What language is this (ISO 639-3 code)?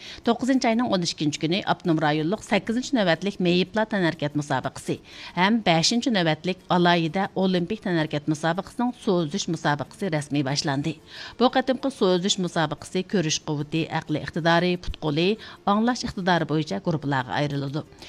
uig